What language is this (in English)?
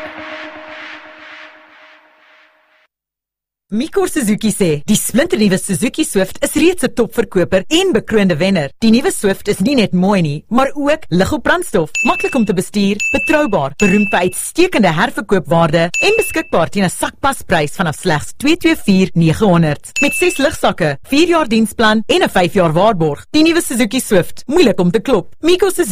Afrikaans